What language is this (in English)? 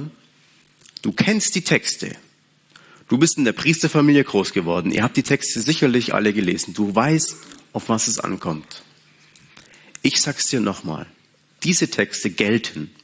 German